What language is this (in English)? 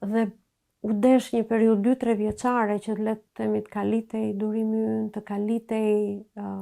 Albanian